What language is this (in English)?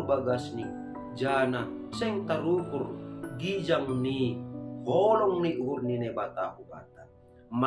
Batak Simalungun